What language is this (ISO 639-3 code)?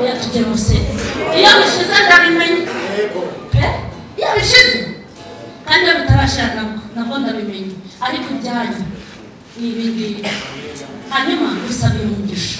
kin